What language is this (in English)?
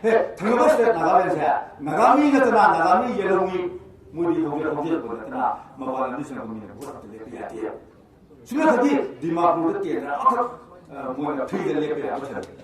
Manipuri